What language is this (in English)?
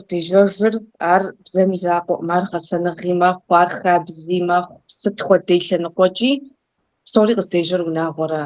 Kabardian